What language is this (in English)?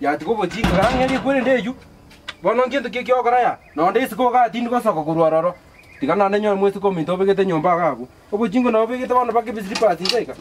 Gusii